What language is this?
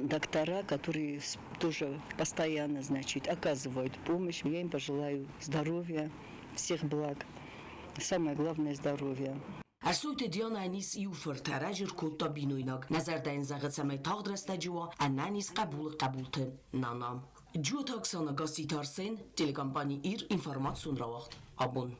Ossetic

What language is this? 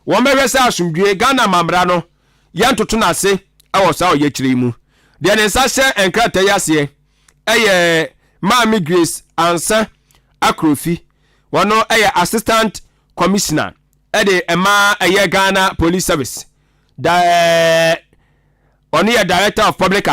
Akan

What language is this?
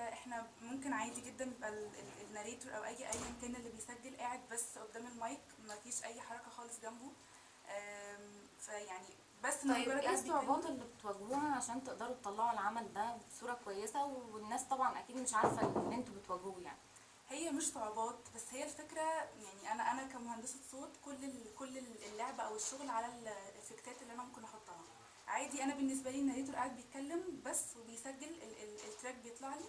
Egyptian Arabic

